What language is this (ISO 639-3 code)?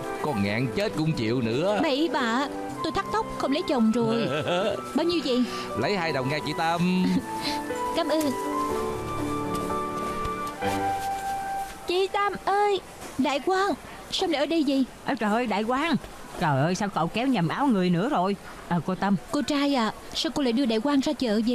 vie